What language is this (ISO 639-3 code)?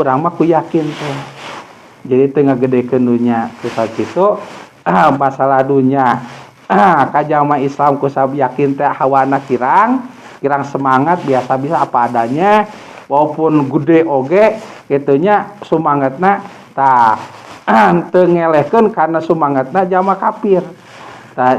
sun